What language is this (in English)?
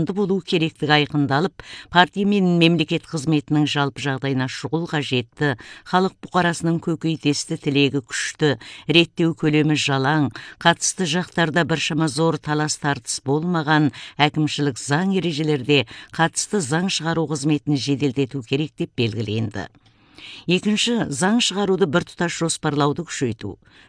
Kazakh